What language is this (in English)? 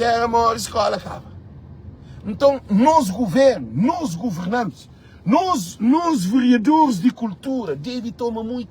Kabuverdianu